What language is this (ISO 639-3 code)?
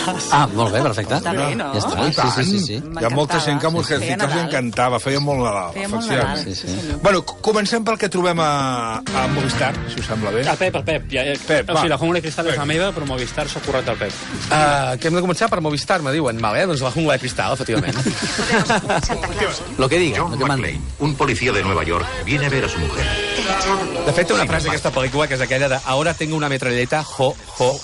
cat